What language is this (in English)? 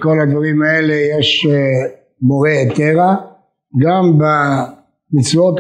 Hebrew